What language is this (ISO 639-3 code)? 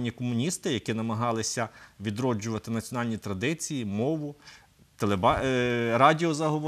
ukr